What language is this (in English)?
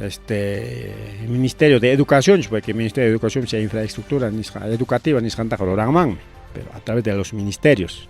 Ayacucho Quechua